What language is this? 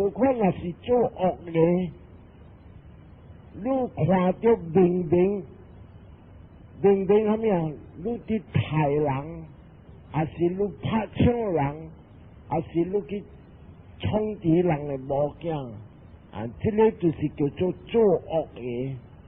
Min Nan Chinese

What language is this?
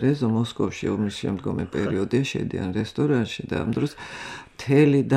Georgian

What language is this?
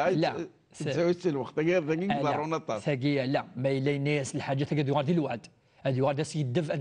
Kabyle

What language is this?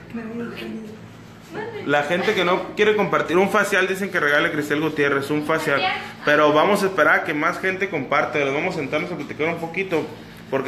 Spanish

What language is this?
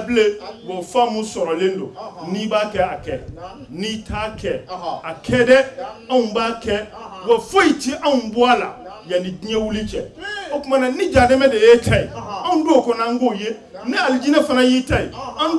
Bambara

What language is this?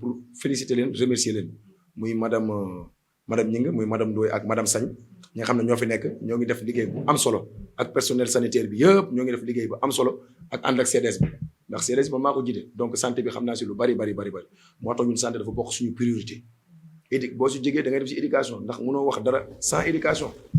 Wolof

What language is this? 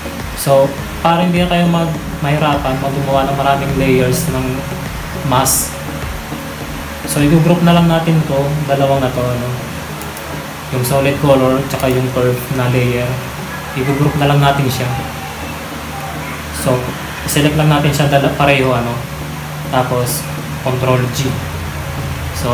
Filipino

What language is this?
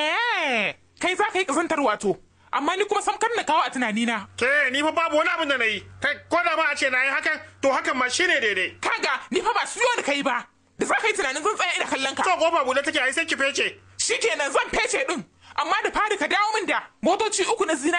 Hausa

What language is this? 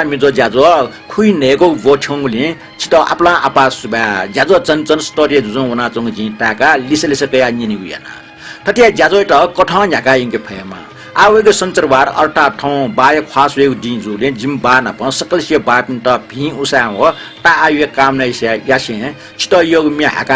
Newari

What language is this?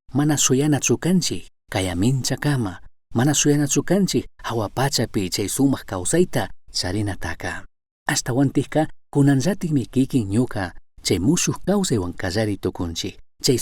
Chimborazo Highland Quichua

